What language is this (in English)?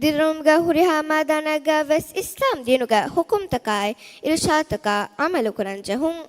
Divehi